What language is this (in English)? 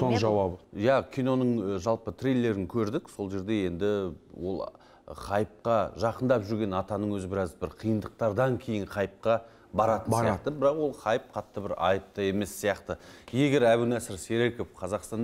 Kazakh